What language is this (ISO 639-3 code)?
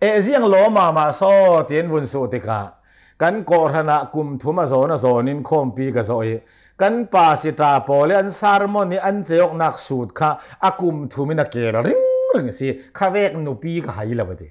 cnh